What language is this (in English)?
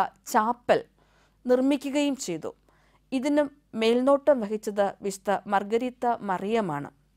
Malayalam